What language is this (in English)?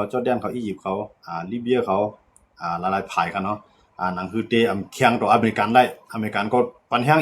Shan